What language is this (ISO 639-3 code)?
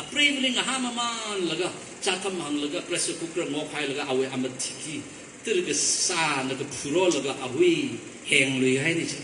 nmf